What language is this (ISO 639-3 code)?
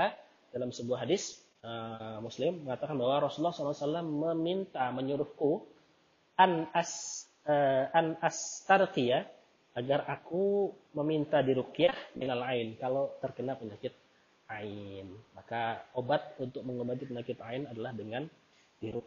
ind